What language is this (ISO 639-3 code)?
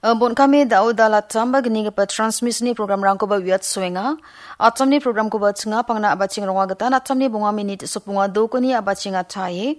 grt